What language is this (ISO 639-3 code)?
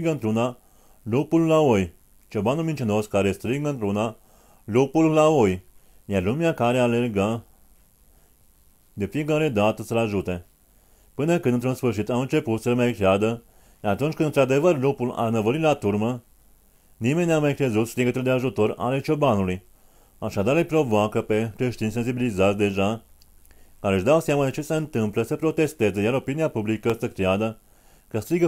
ron